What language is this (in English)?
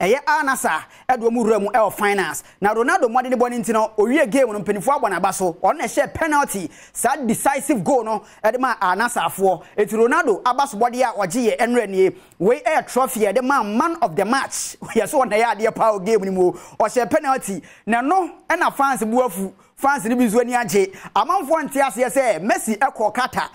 Akan